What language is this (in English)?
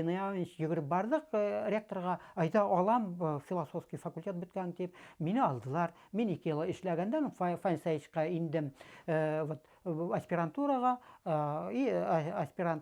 Bashkir